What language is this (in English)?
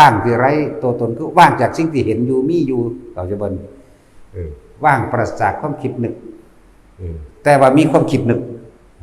Northeastern Thai